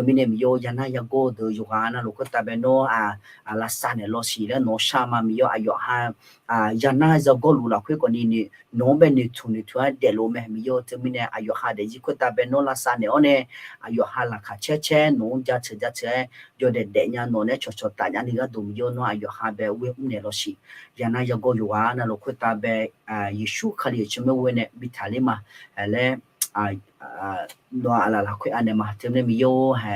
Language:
Akha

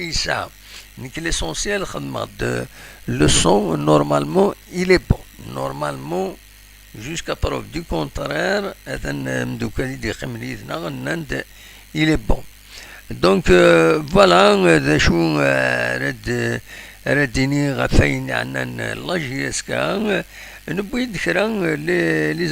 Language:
Kabyle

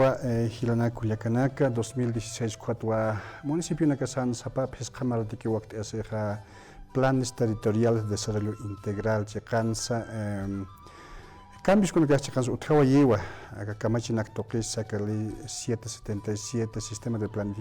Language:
Aymara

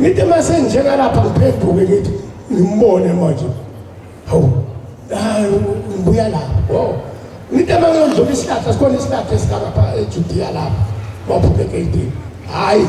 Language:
Zulu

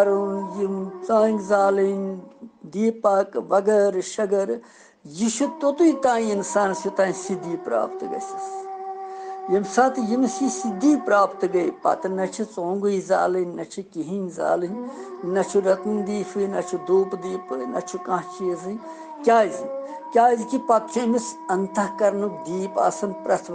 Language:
Kashmiri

